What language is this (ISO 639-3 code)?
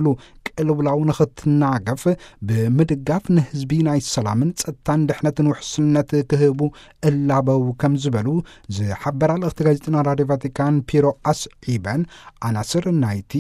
tir